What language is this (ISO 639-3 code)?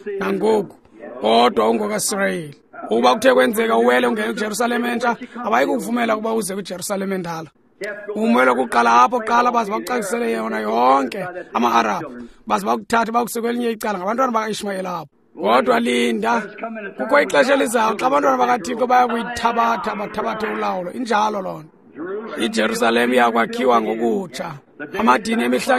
xho